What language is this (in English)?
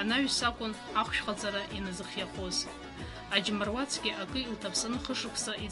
Abkhazian